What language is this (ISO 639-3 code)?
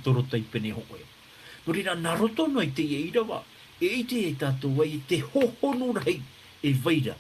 tah